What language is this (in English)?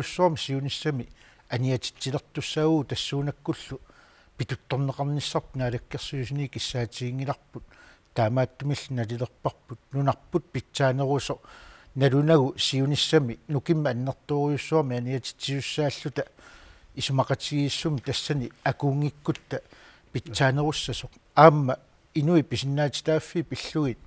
Kalaallisut